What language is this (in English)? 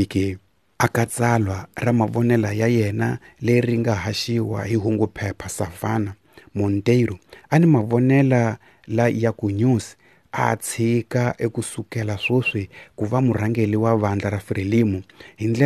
Tsonga